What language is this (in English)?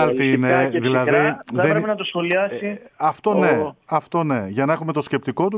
Greek